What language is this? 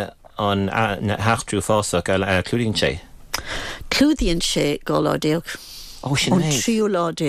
Irish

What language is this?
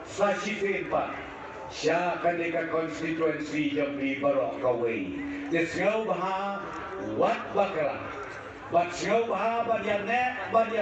Khasi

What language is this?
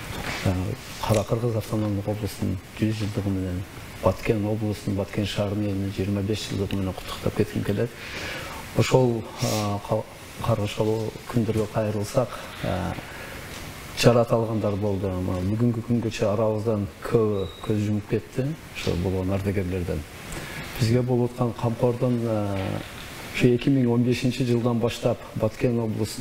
Kyrgyz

